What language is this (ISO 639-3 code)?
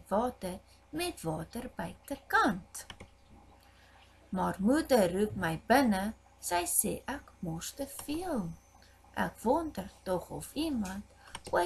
afr